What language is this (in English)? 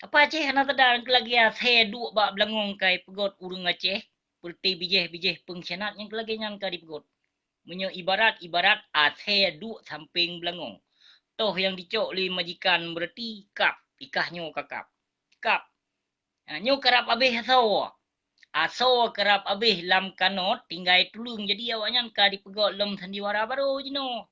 Achinese